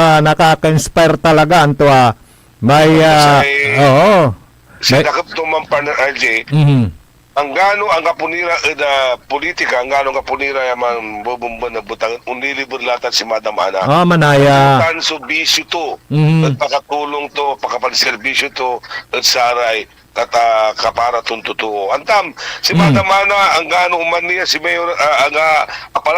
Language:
Pangasinan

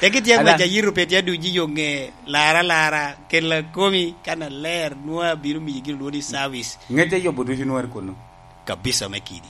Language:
Lango (Uganda)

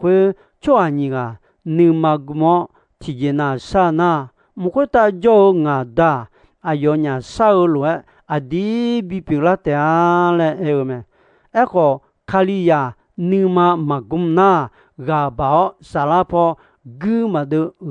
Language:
Akha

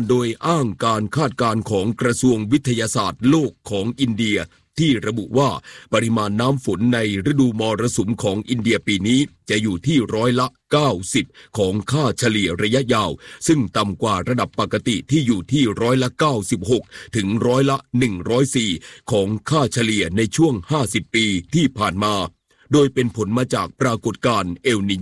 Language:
Thai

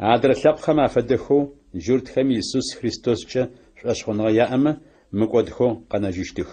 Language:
Adyghe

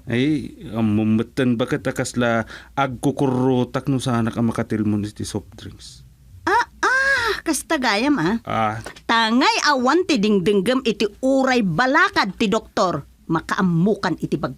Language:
Iloko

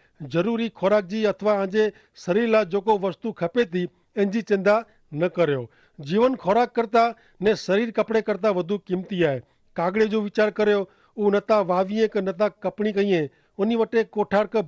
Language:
Kachhi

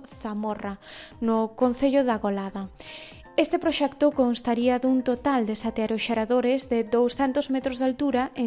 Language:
Galician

